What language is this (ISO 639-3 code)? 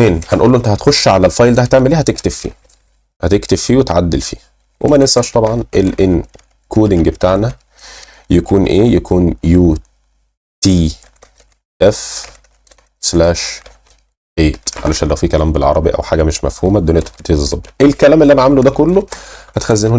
arz